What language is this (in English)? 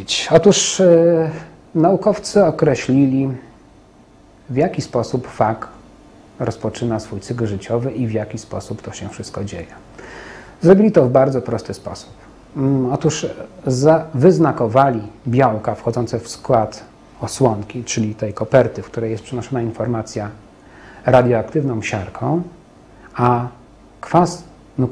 Polish